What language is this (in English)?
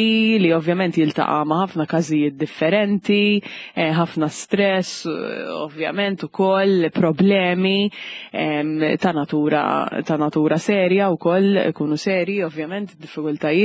Maltese